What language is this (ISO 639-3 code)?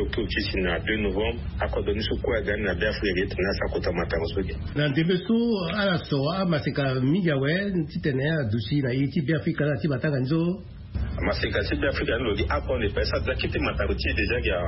sag